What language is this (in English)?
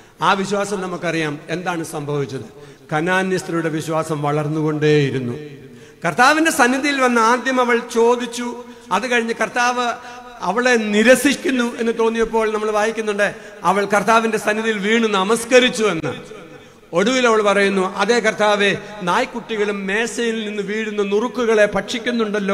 Malayalam